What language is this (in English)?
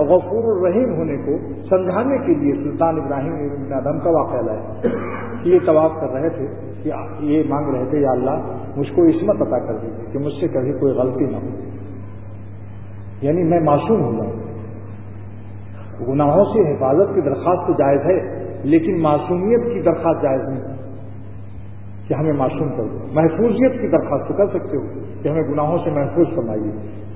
Urdu